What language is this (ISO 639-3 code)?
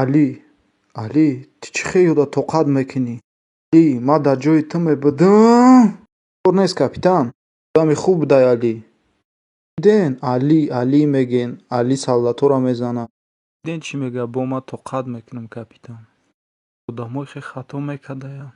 tgk